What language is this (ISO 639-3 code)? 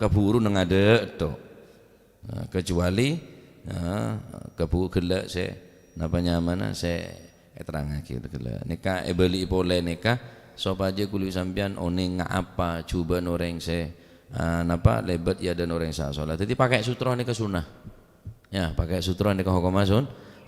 mad